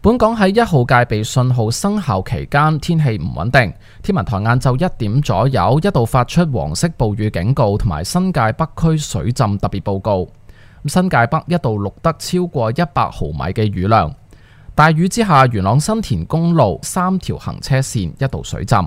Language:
Cantonese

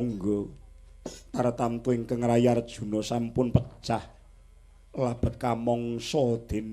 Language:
Javanese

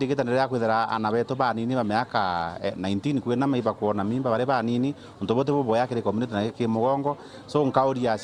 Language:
Meru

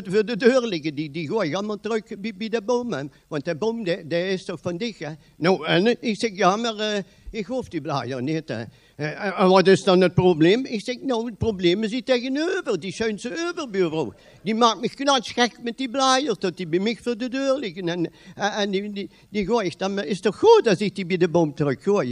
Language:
Limburgish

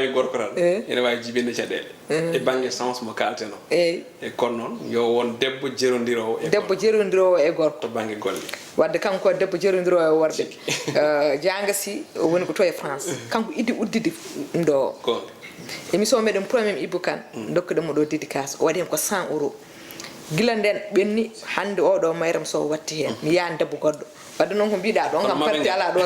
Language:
Fula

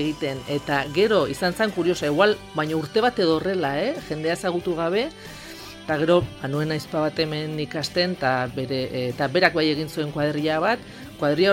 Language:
Basque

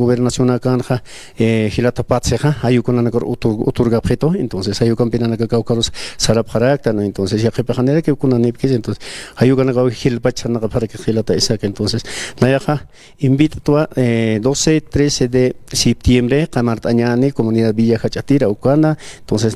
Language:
Aymara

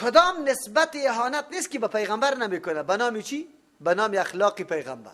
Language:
Persian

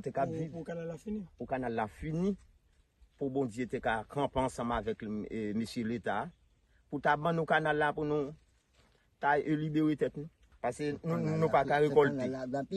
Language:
Haitian Creole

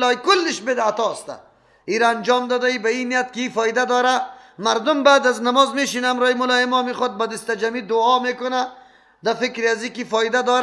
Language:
Persian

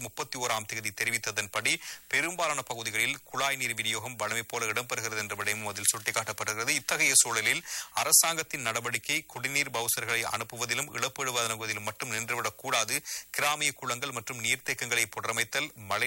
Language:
Tamil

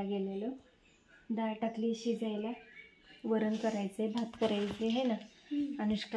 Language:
Marathi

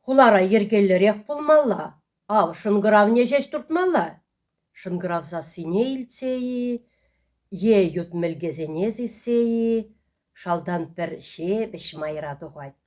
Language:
Chuvash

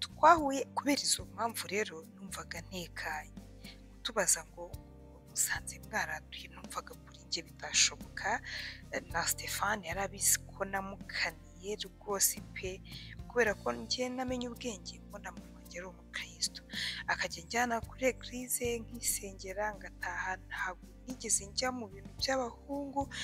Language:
Kinyarwanda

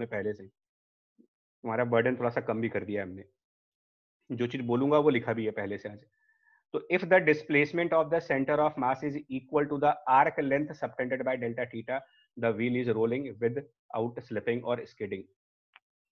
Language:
Hindi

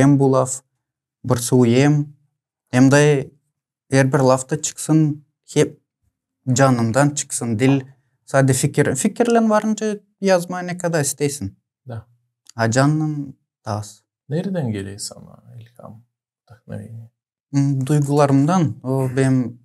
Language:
Gagauz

